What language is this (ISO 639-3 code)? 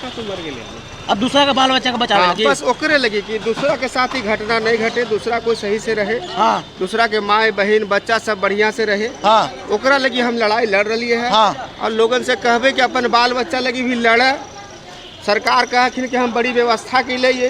mag